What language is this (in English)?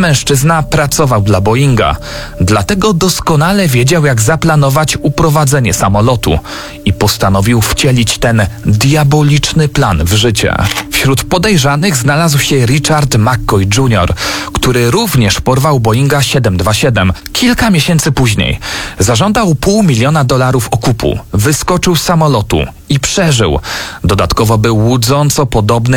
Polish